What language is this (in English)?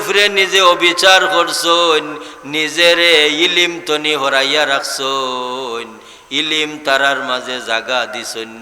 Sylheti